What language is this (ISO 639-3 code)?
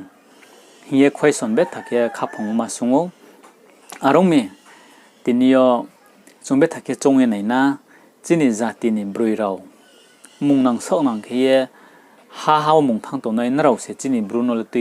ria